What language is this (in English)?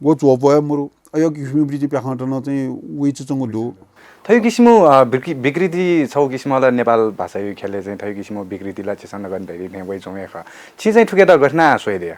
Newari